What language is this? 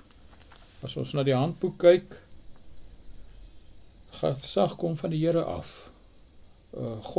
Afrikaans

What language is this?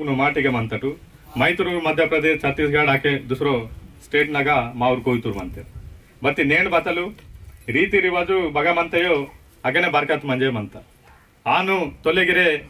Aheri Gondi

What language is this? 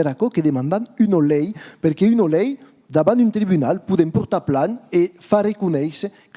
Occitan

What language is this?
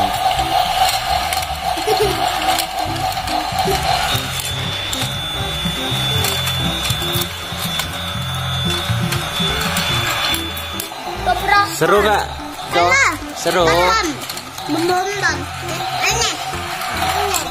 Indonesian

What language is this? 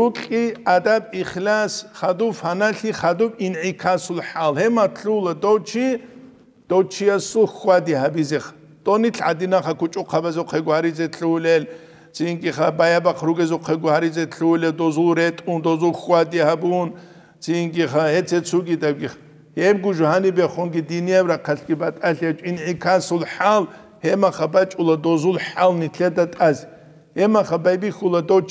Avaric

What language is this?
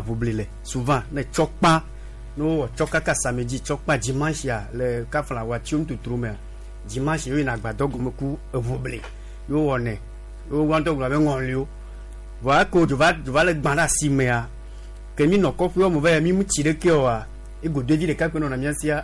Gen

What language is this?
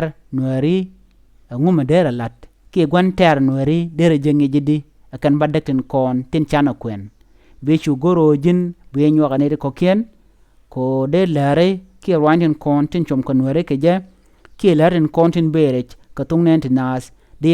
Nuer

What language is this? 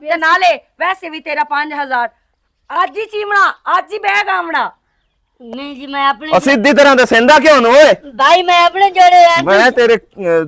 Western Panjabi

